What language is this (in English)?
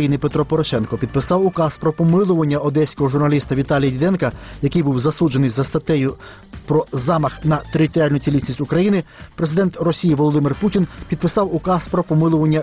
Ukrainian